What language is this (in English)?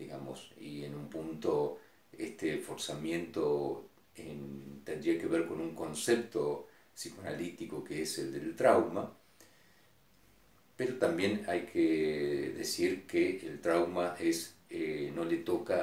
Spanish